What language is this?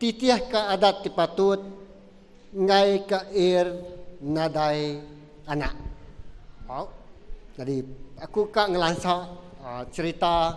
Iban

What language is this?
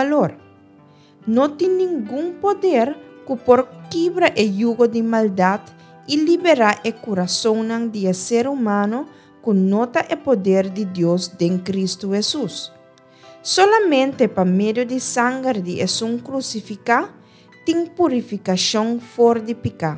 Papiamento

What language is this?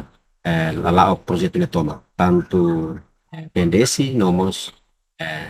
Tetum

